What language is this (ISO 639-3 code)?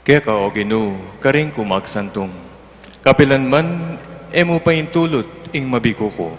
pam